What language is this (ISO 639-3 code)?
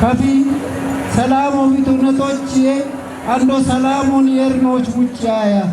kbr